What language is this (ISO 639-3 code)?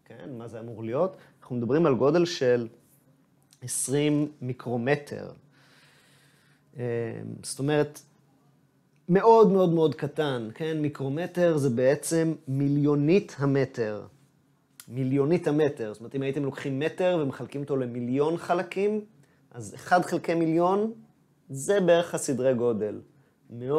heb